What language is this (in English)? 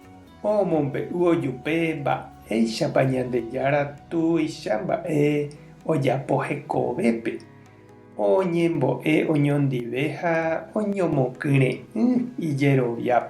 Guarani